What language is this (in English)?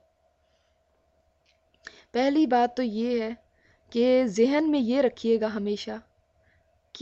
Urdu